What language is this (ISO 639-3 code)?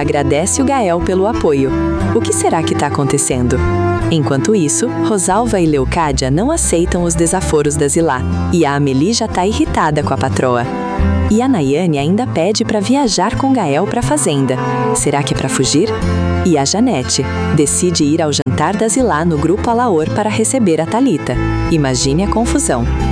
por